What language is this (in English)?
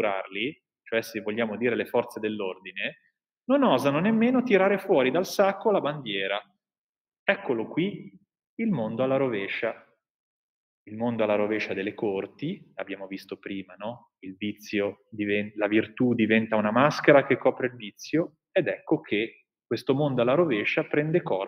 Italian